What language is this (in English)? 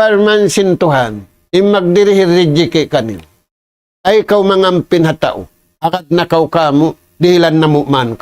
Tausug